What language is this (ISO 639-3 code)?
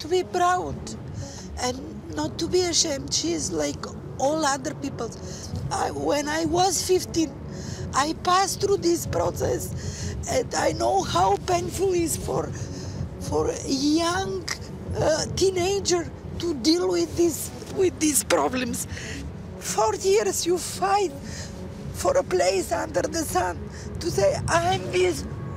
fry